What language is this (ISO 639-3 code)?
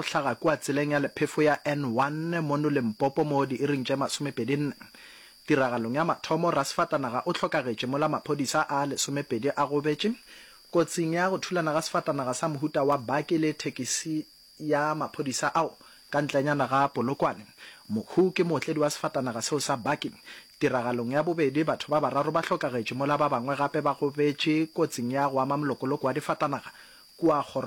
nso